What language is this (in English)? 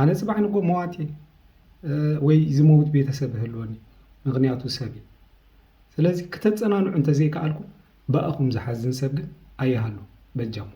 Tigrinya